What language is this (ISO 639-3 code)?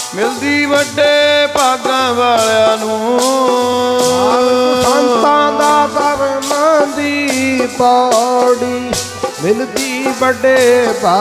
pan